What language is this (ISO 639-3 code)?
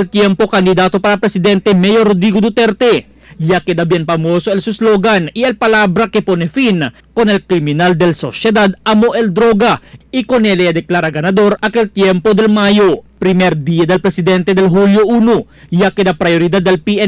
cbk